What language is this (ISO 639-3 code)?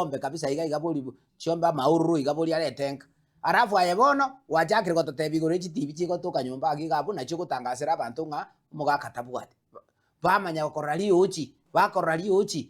guz